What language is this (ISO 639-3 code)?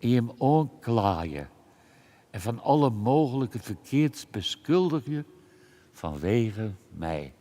fry